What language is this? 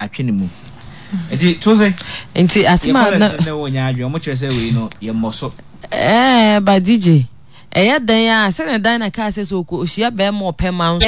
Akan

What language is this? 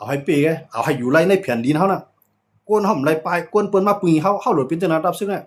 Shan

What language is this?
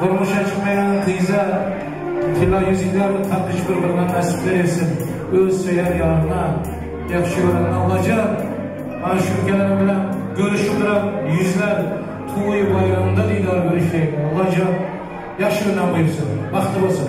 Turkmen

